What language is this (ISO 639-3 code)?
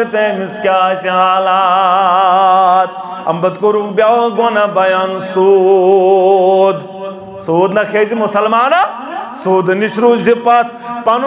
kas